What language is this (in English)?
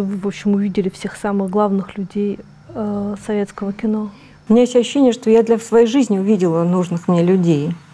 Russian